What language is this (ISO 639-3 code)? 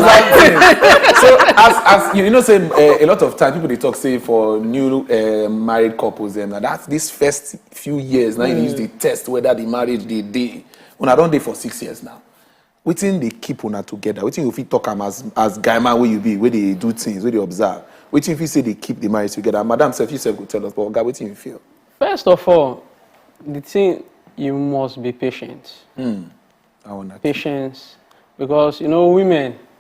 pcm